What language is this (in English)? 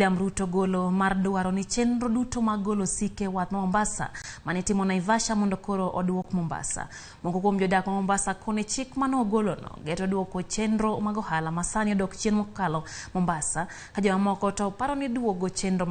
Luo (Kenya and Tanzania)